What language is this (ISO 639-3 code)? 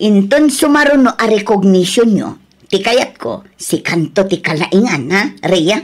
ilo